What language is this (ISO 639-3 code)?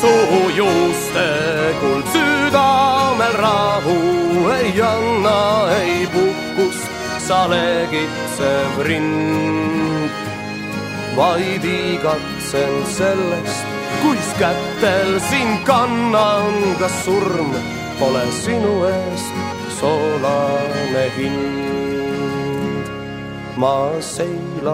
est